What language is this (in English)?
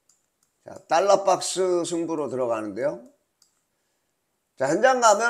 Korean